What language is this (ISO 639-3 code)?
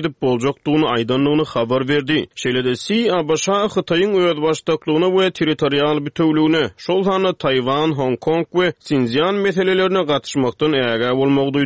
tuk